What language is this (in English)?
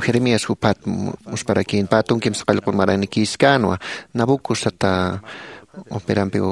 Aymara